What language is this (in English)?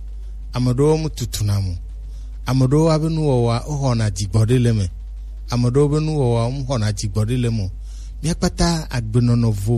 Gen